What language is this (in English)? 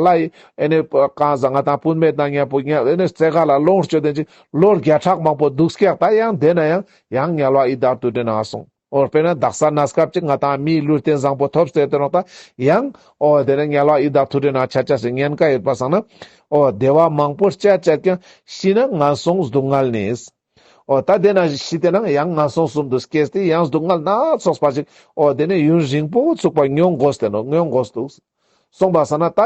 Ladakhi